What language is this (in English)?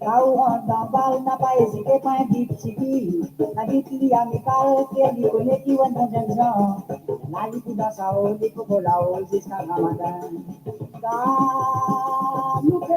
Morisyen